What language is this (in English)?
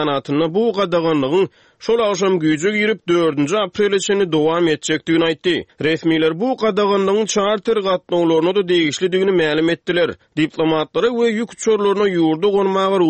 Turkmen